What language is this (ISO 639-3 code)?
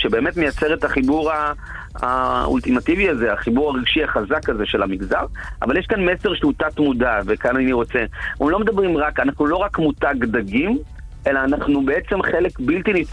heb